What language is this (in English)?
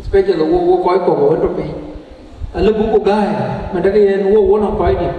Dinka